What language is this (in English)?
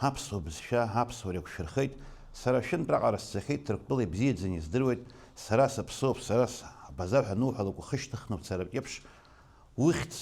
Abkhazian